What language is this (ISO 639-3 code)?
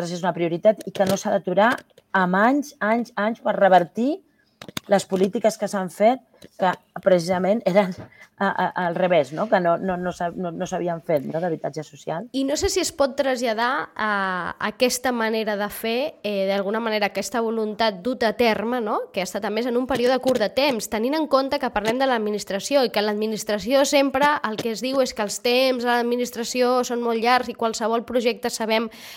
cat